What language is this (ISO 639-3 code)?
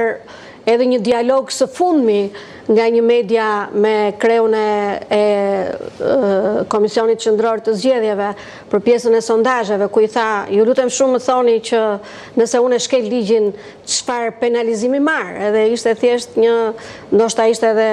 sqi